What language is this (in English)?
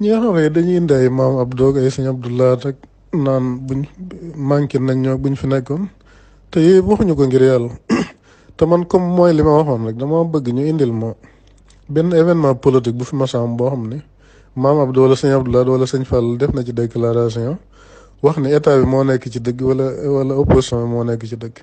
Wolof